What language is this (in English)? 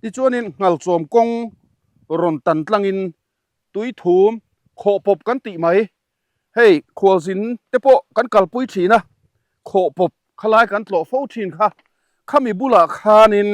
Mizo